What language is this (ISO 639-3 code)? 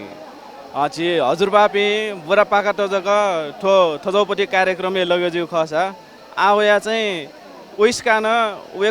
new